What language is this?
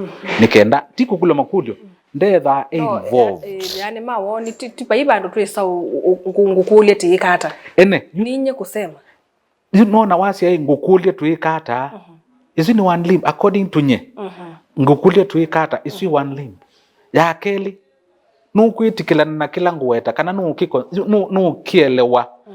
Kamba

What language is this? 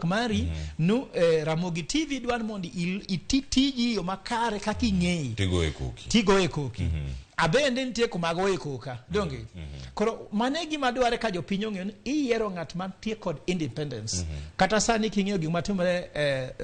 Luo (Kenya and Tanzania)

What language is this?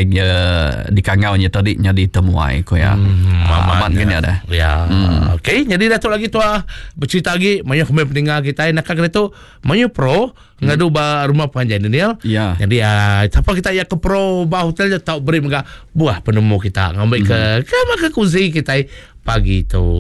Iban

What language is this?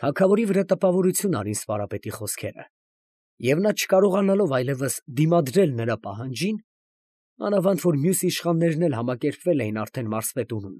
Armenian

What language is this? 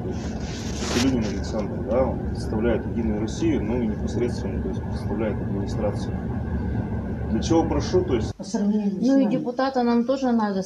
Russian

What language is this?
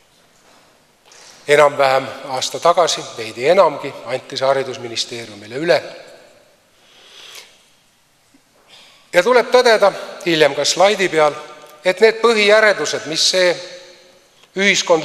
Estonian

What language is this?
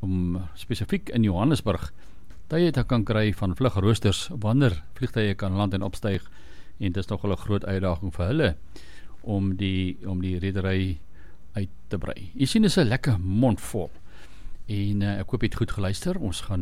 Afrikaans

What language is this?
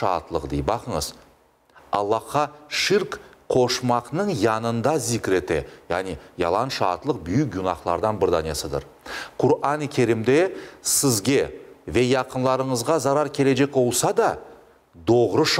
Crimean Tatar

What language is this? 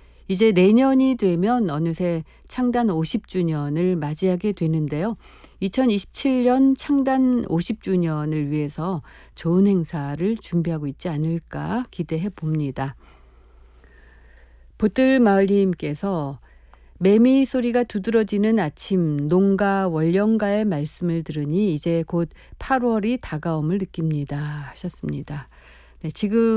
Korean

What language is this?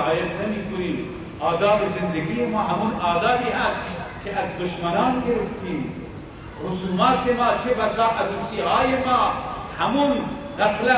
Persian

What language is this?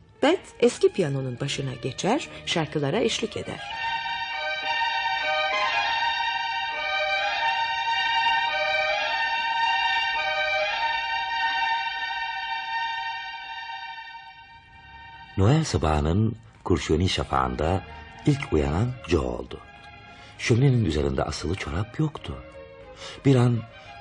Turkish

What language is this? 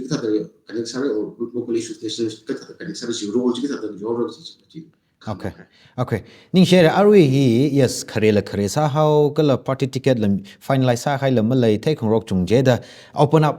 Tangkhul Naga (India)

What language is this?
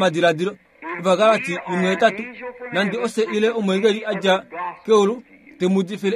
Kuanyama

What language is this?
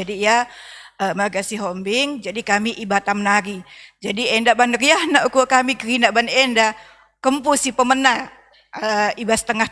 Batak Karo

